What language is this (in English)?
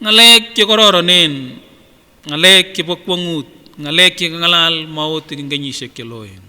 Kipsigis